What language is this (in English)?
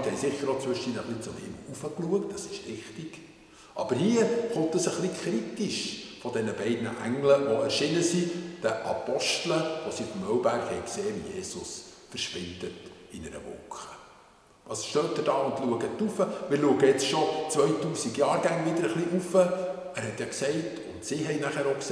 Swiss German